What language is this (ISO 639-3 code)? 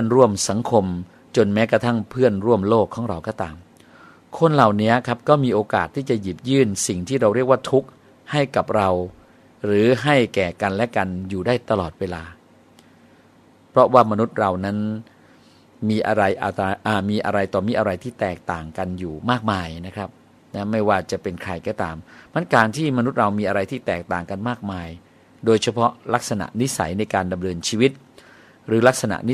tha